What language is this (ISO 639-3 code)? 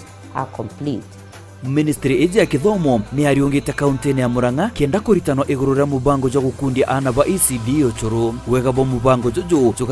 mer